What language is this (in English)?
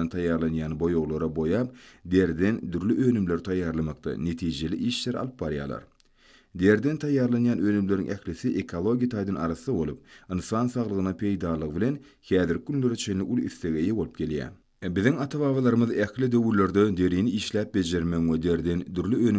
Turkmen